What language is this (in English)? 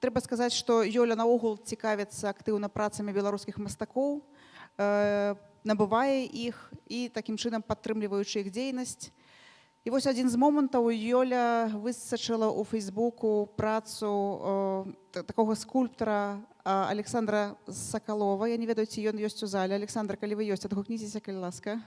Belarusian